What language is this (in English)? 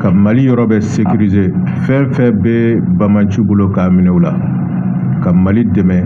Bambara